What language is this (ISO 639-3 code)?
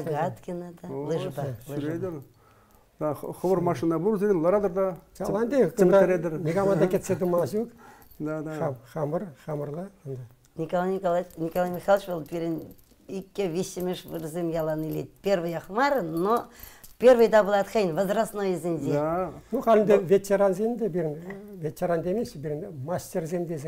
chv